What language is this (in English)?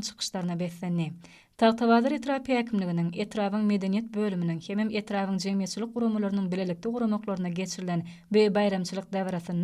Turkmen